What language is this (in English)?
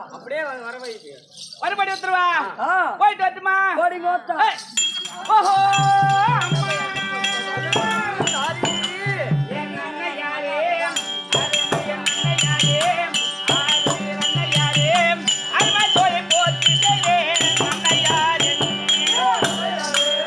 Tamil